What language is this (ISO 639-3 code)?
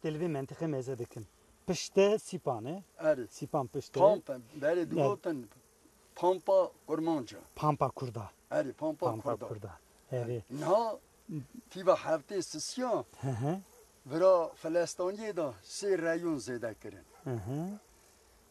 kur